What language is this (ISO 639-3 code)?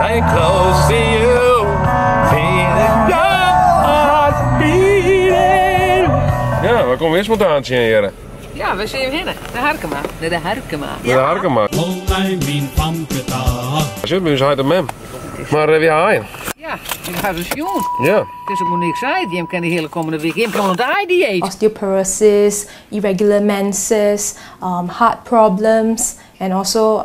fry